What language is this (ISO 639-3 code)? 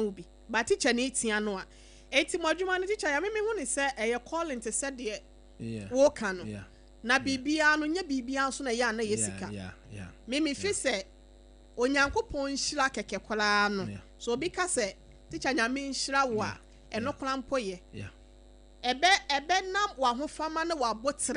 aka